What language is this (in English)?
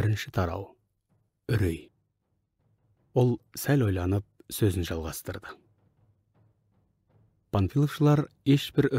Kazakh